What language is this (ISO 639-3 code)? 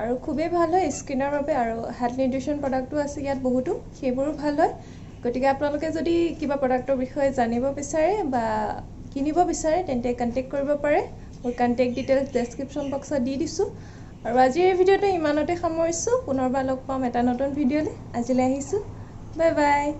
asm